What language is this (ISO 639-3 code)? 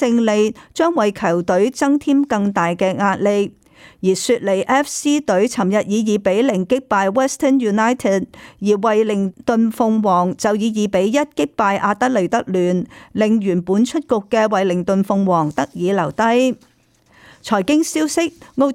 yue